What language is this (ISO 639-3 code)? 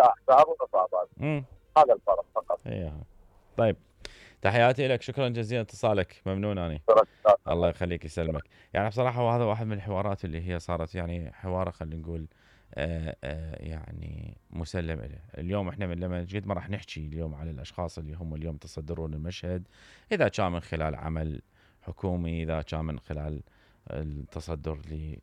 acm